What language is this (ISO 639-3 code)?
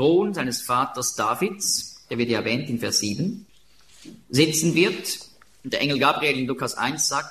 deu